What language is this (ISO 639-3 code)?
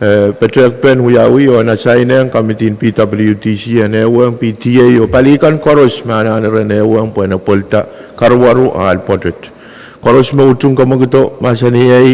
pon